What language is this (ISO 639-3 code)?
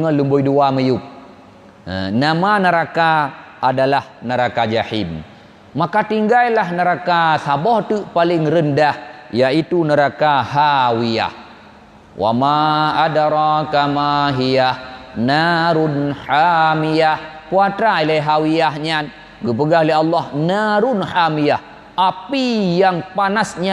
ace